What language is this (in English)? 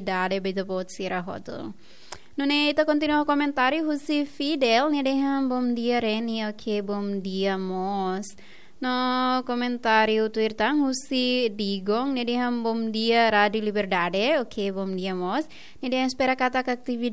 Tetum